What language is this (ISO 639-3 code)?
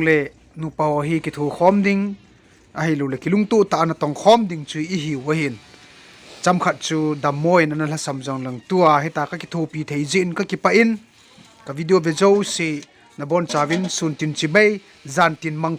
tcz